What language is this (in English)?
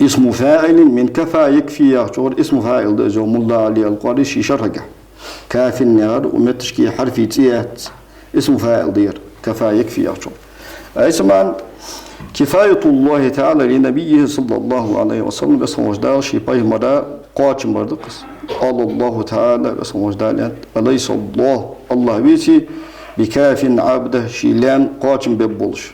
Ingush